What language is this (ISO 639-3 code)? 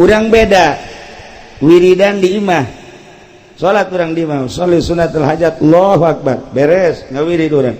sun